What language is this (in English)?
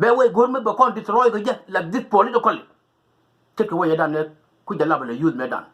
Nuer